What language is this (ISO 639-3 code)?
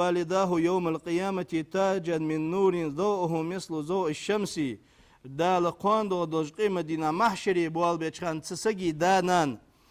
inh